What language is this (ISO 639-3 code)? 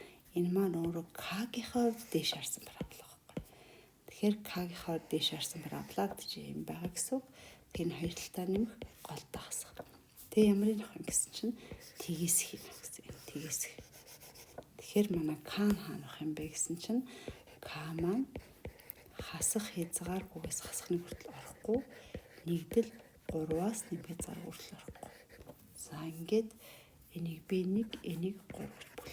mon